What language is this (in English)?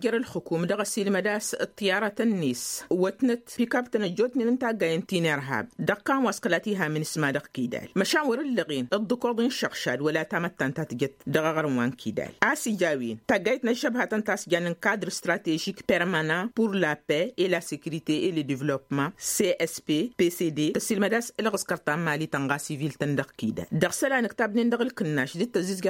Tamasheq